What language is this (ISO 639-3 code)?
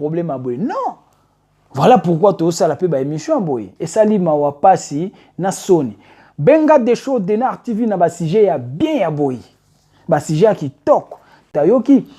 lin